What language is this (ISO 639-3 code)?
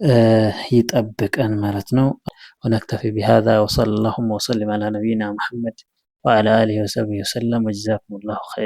amh